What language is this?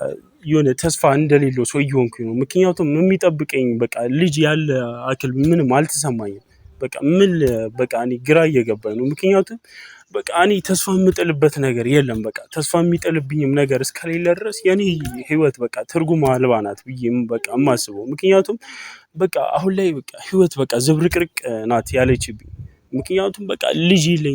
Amharic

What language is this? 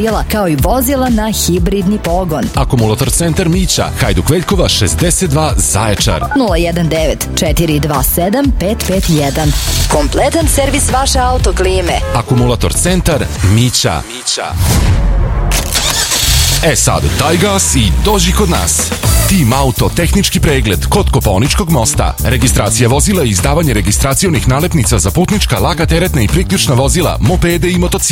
Serbian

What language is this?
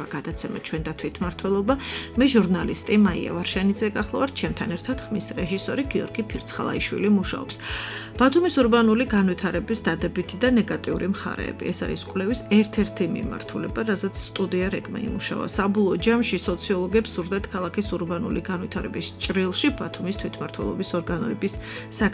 Georgian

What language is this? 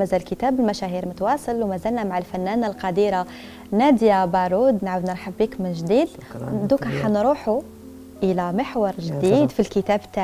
Algerian Arabic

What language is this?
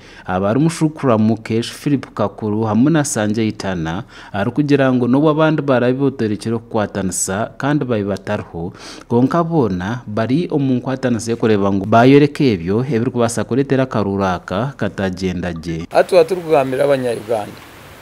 Nyankole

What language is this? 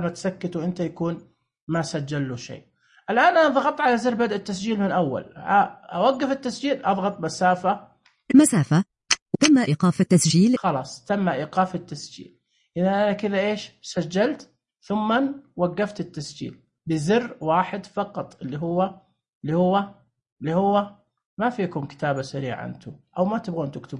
Najdi Arabic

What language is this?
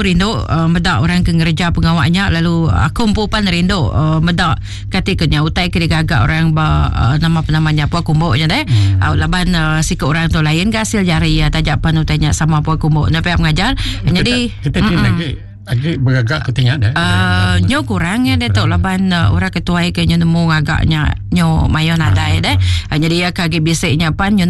Iban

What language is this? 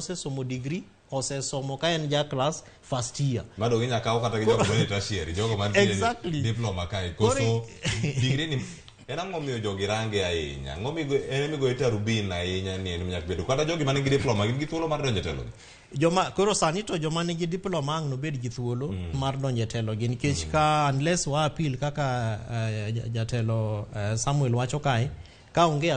Luo (Kenya and Tanzania)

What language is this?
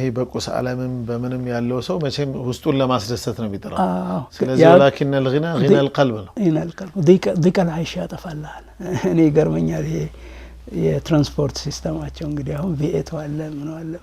Amharic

